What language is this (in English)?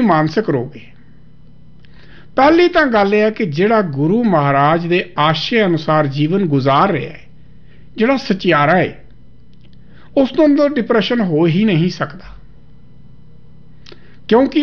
Punjabi